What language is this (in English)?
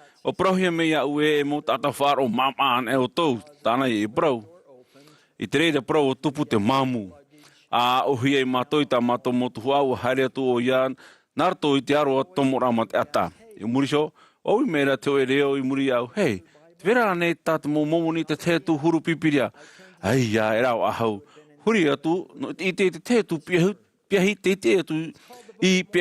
Tahitian